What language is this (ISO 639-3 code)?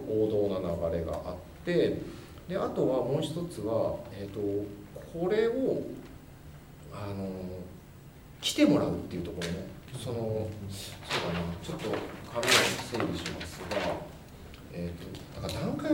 jpn